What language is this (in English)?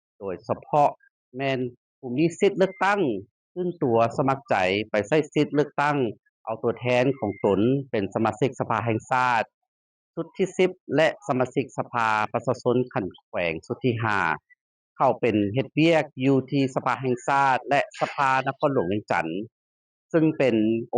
Lao